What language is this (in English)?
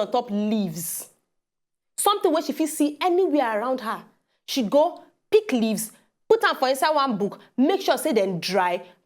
Nigerian Pidgin